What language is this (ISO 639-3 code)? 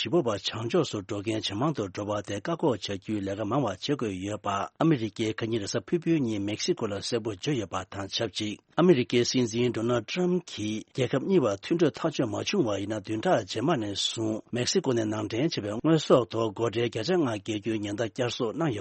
bod